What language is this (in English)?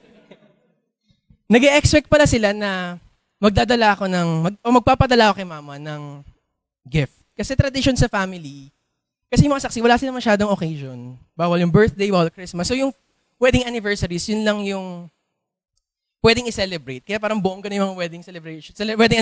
Filipino